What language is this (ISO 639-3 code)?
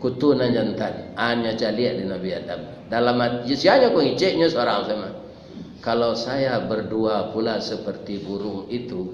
min